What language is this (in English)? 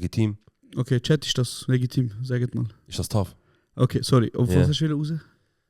Swiss German